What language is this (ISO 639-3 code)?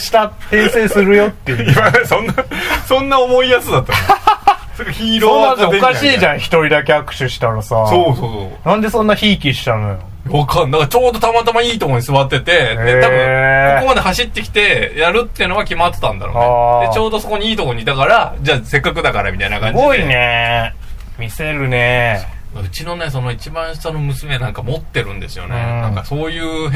jpn